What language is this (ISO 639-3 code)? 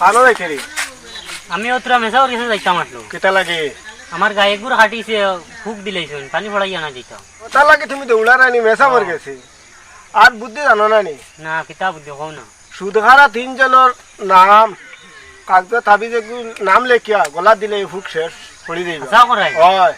syl